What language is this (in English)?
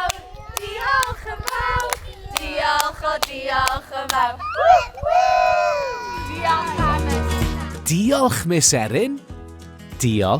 Welsh